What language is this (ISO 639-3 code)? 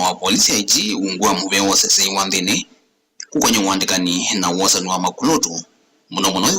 kam